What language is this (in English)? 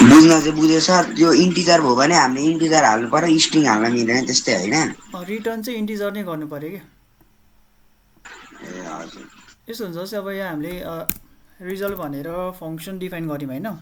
Nepali